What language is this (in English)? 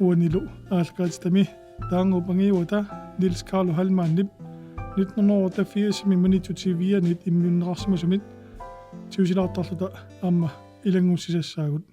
Kalaallisut